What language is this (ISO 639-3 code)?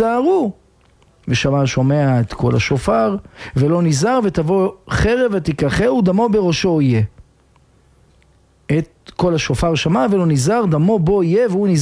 heb